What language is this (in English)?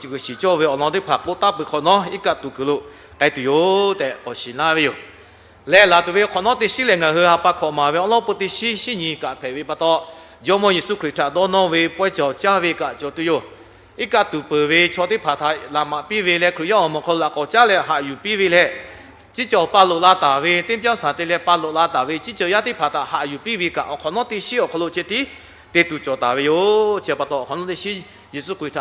Lahu